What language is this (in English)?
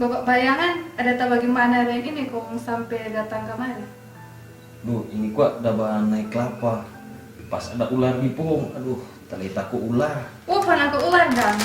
Manado Malay